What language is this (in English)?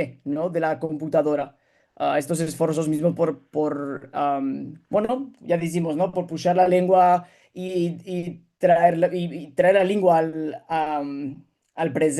Ladino